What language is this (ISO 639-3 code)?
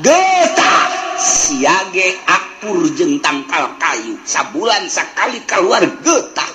sun